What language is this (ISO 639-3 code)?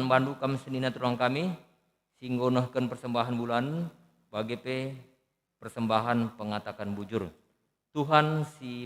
btx